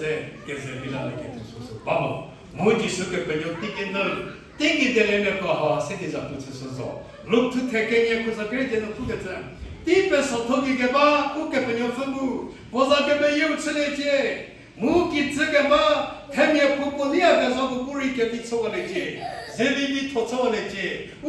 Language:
Angami Naga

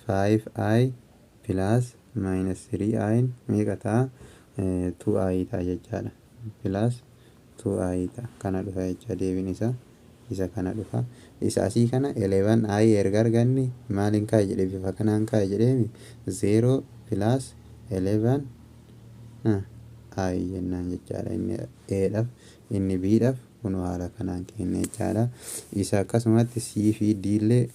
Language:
Oromo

